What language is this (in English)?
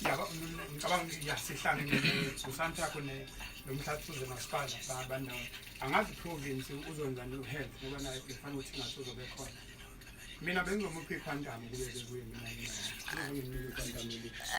Zulu